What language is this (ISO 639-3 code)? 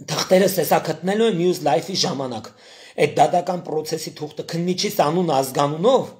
hye